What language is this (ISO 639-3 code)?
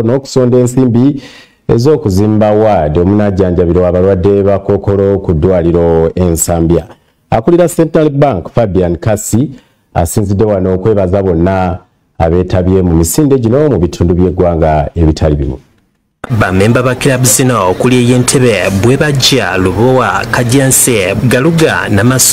lug